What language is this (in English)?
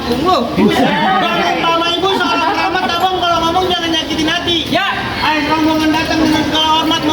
Betawi